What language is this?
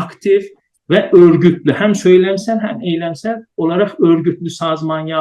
South Azerbaijani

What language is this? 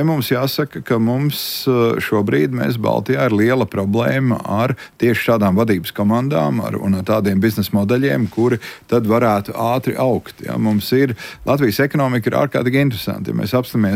Latvian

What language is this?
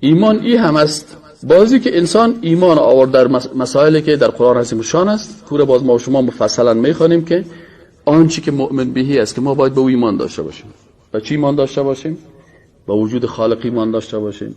Persian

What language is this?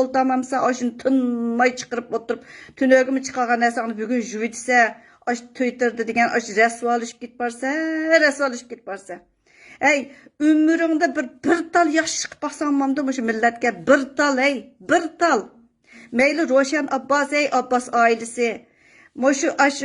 Uyghur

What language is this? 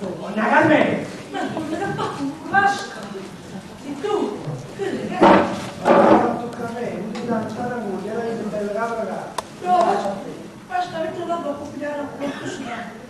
Neapolitan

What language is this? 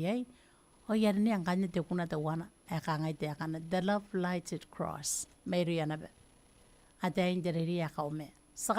Gilbertese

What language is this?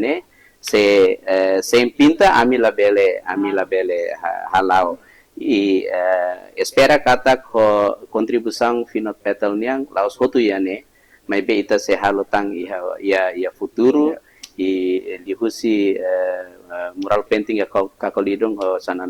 Tetum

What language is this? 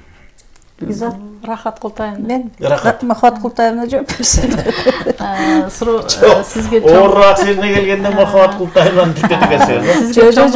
Kyrgyz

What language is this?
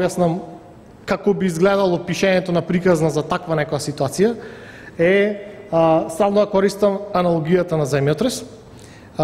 Macedonian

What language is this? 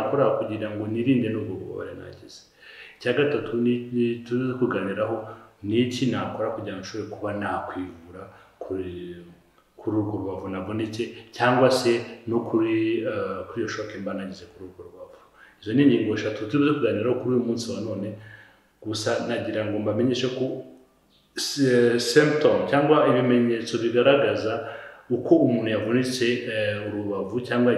Kinyarwanda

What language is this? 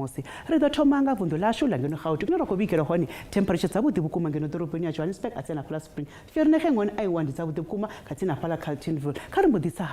Venda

